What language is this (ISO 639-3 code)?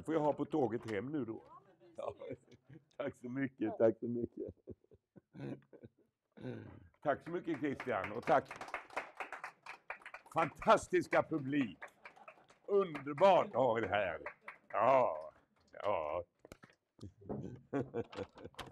swe